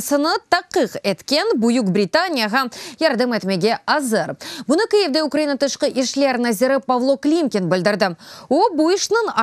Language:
Crimean Tatar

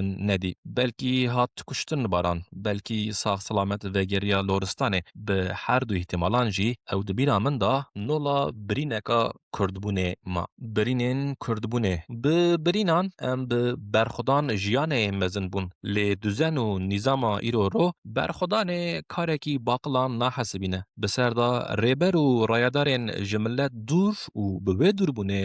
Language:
Kurdish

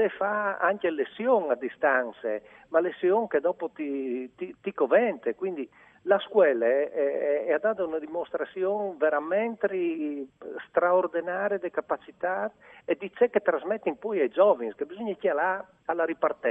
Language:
Friulian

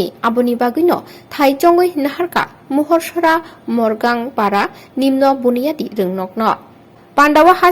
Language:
Kok Borok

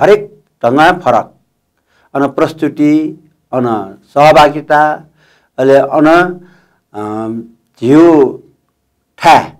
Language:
Newari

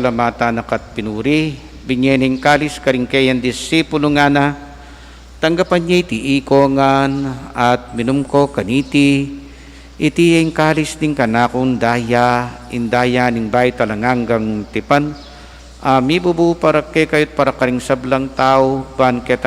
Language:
Pampanga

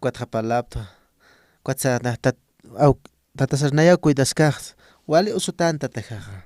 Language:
Aymara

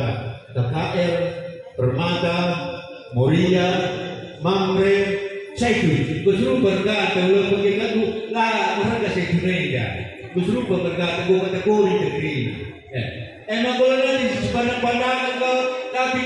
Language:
Batak Karo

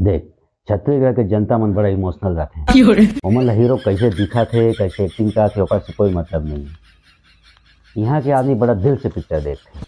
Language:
Chhattisgarhi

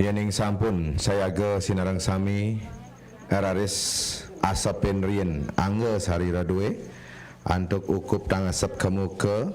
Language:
Balinese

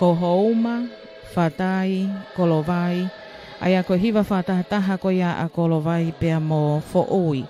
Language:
Tongan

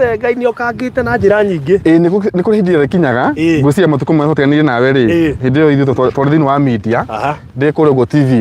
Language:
Kikuyu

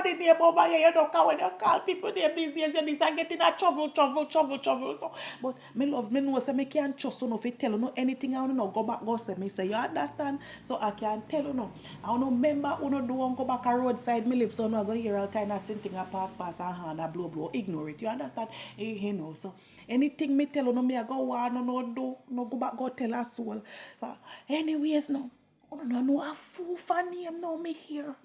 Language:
Jamaican Creole English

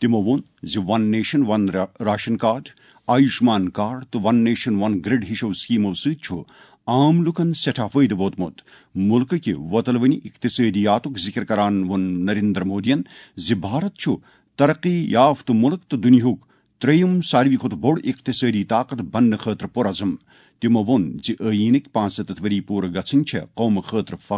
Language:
Kashmiri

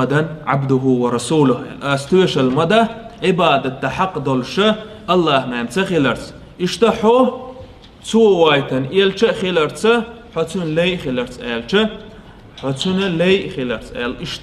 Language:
Chechen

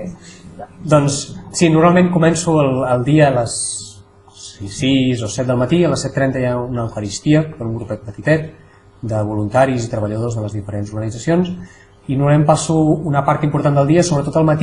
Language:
Catalan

